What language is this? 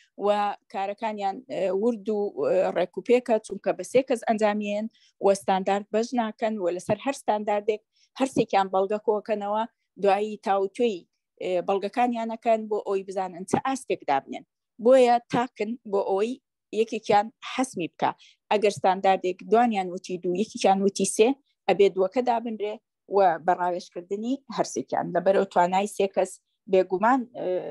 Central Kurdish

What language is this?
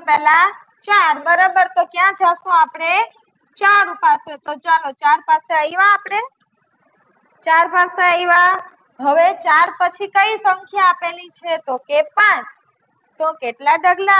Gujarati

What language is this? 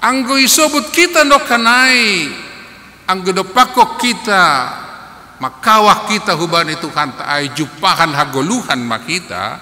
Batak Simalungun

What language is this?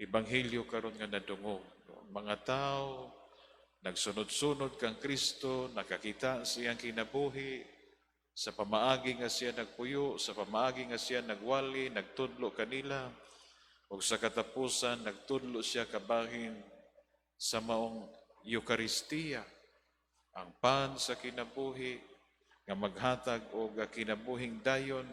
Cebuano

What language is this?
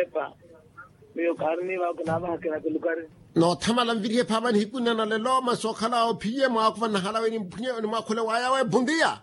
Makhuwa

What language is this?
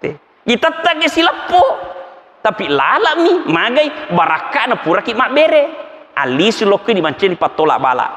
Buginese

